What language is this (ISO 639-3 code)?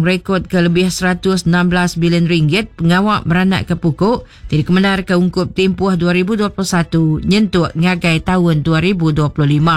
iba